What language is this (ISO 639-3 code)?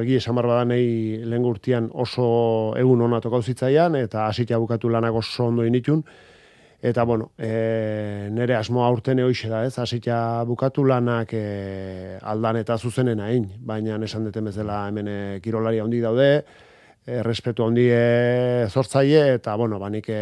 eus